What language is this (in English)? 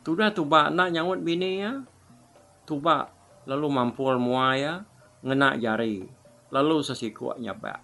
Iban